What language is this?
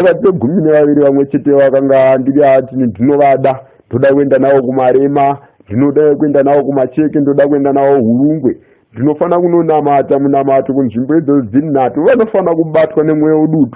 Shona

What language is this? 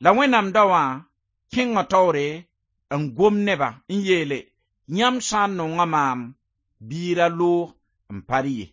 Mossi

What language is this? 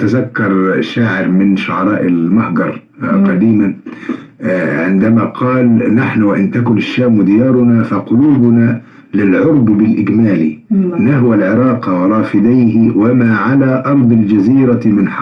Egyptian Arabic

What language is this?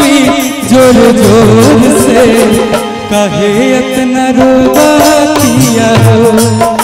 Bhojpuri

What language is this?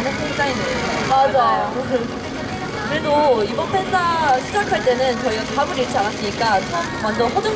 Korean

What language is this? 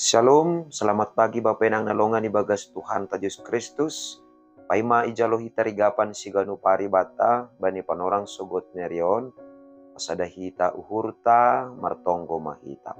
Batak Simalungun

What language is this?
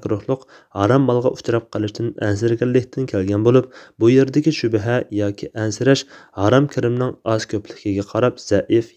Uyghur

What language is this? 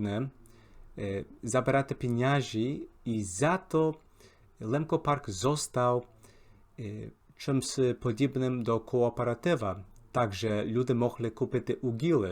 Rusyn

